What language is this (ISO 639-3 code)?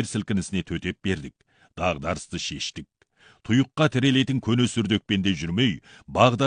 kaz